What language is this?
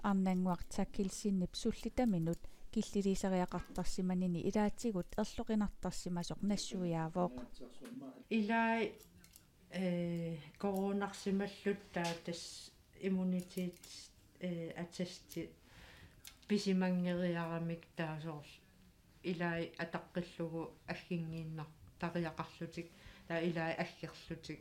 Kalaallisut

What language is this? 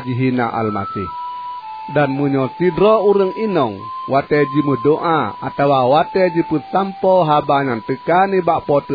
Achinese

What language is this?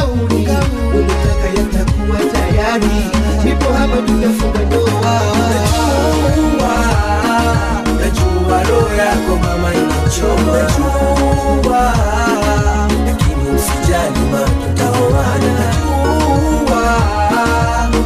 Swahili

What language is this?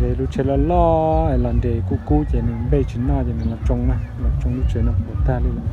Hmong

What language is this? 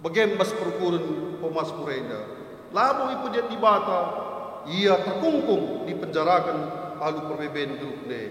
Batak Karo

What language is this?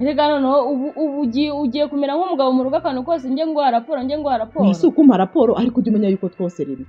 Kinyarwanda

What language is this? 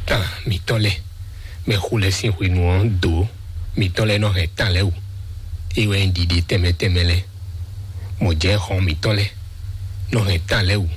Fon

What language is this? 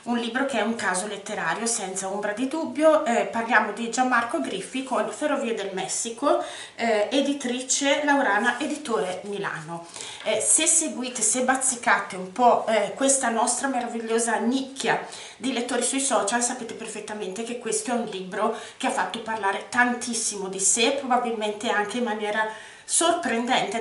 Italian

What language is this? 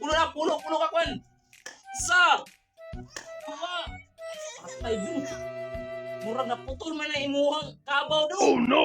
Cebuano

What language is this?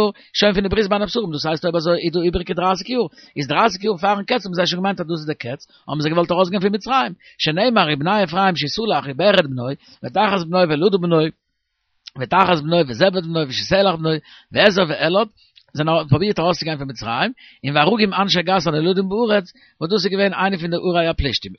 Yiddish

